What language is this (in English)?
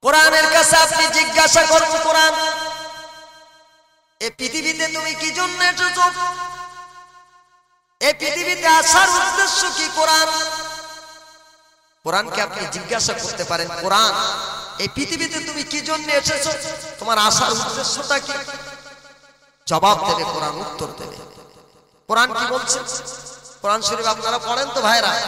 Bangla